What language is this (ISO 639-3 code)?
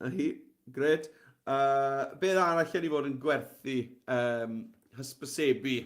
cym